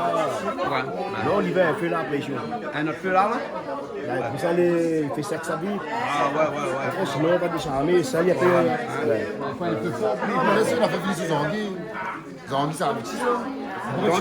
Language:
Réunion Creole French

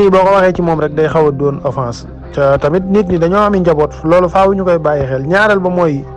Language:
Wolof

